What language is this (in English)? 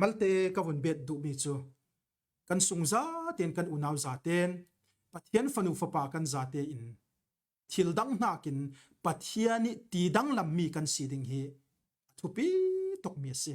Falam Chin